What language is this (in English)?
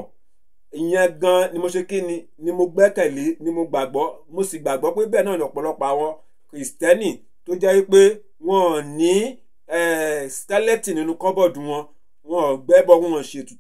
Yoruba